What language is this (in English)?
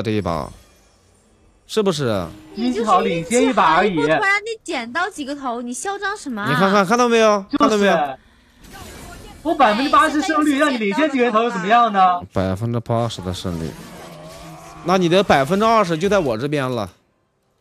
Chinese